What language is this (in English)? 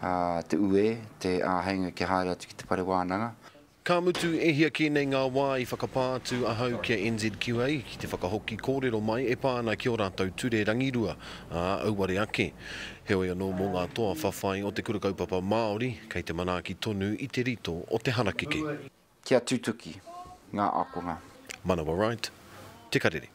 Māori